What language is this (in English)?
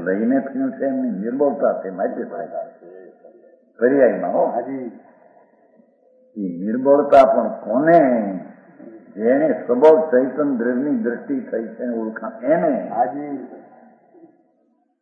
Gujarati